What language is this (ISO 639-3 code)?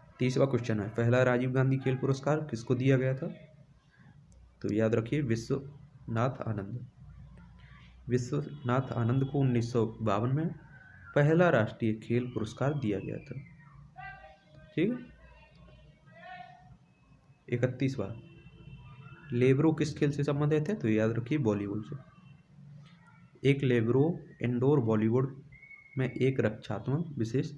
hin